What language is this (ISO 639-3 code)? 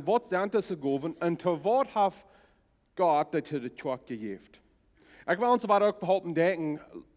pdt